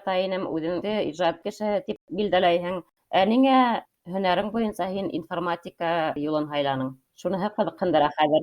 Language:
Bashkir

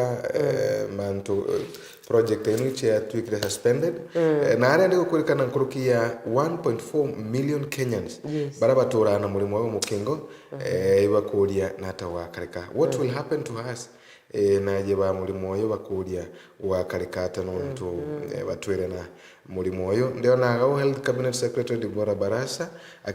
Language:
Meru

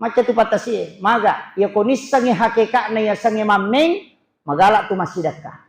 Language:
Buginese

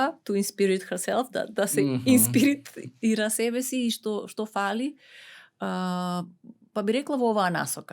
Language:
Macedonian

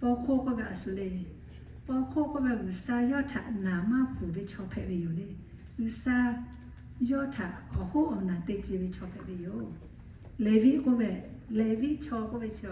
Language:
Lahu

